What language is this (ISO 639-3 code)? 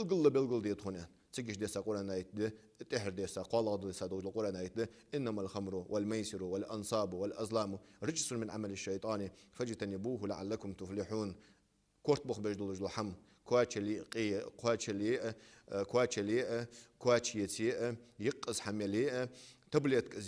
inh